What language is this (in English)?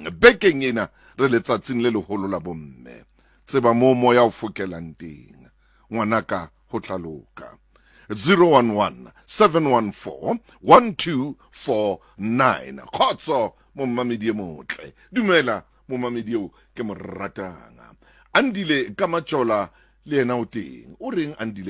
Southern Sotho